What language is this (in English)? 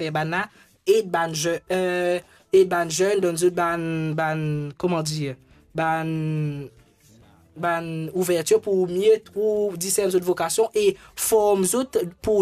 Morisyen